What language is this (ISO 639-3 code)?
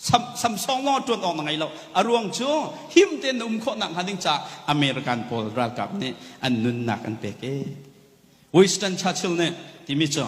cnh